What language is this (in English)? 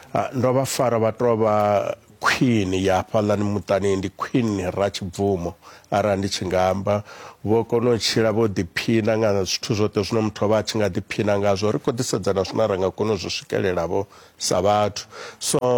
Venda